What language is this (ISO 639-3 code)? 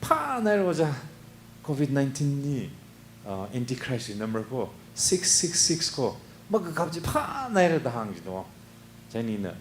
nmf